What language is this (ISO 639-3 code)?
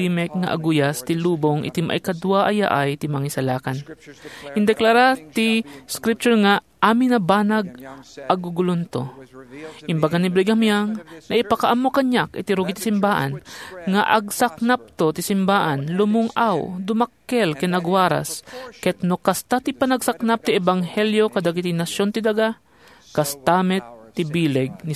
ilo